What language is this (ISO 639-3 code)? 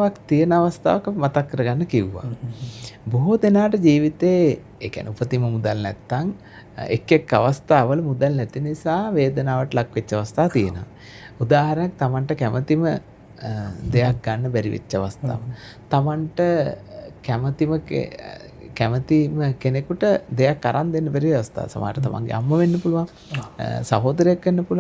sin